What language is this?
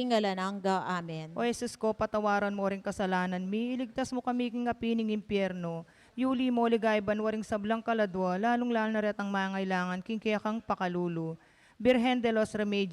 Pampanga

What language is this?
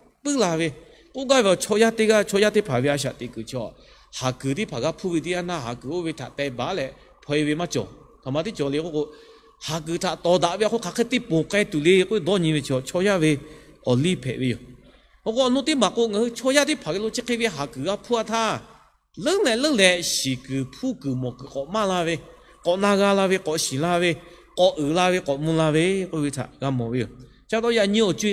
Lahu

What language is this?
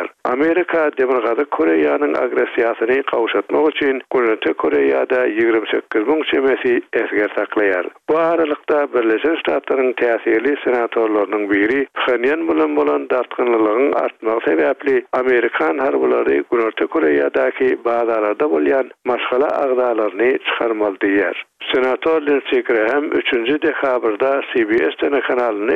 Turkmen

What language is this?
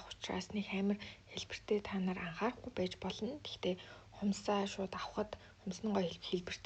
Mongolian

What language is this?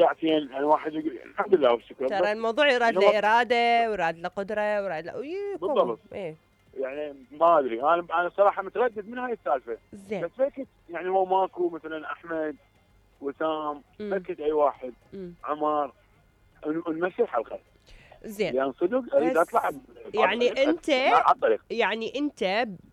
Mesopotamian Arabic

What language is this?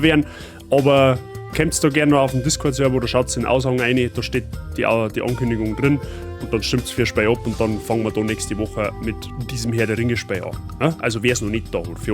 Bavarian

